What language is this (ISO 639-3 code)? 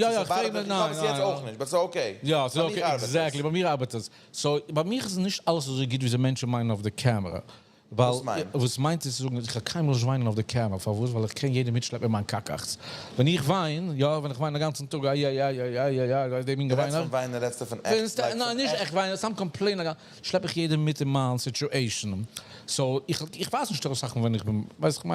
yid